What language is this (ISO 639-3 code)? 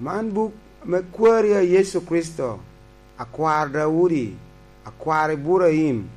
laj